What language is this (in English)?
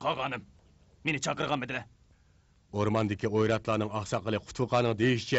Uyghur